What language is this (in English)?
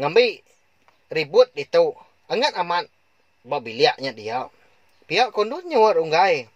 Iban